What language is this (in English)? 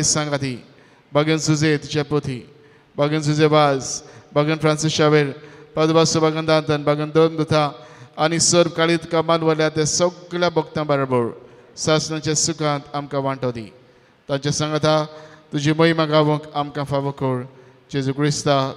Konkani